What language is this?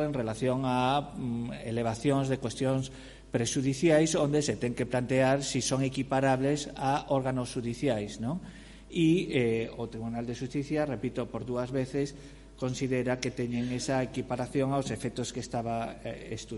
Galician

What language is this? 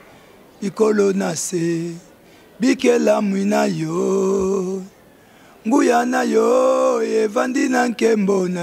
Lingala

